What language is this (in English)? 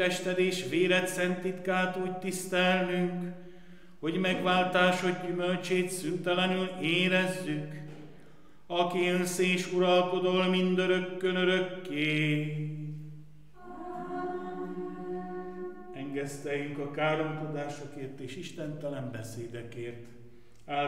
Hungarian